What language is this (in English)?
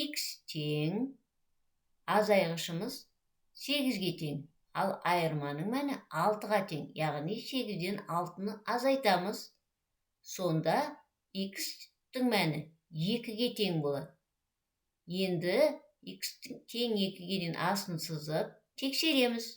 Kazakh